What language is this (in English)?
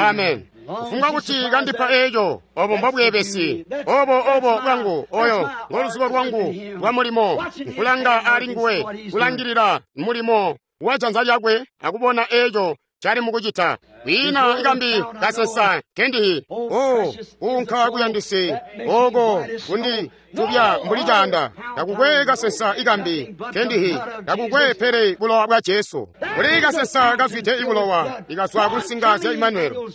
Tonga (Zambia)